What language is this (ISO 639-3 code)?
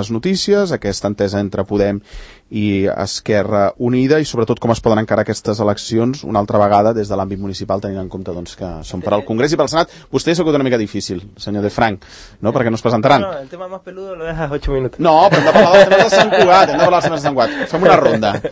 cat